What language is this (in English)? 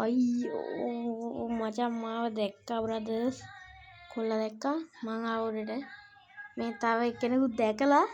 Sinhala